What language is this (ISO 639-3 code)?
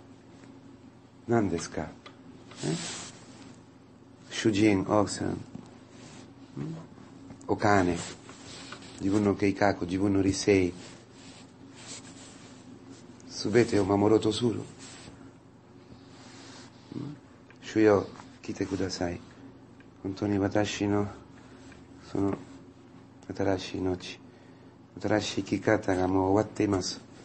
jpn